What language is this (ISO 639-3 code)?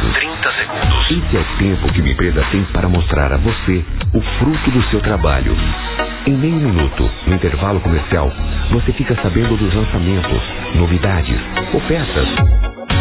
por